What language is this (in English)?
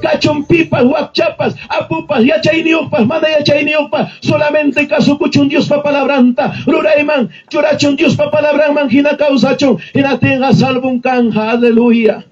Ayacucho Quechua